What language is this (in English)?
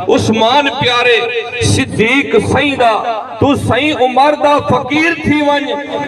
Saraiki